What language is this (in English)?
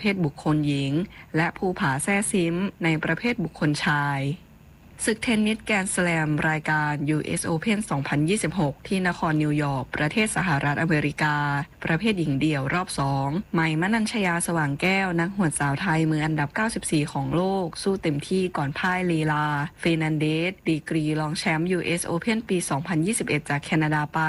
Thai